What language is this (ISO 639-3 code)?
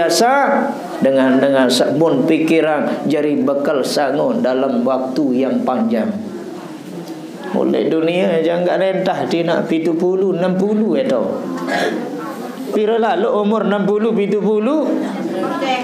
sas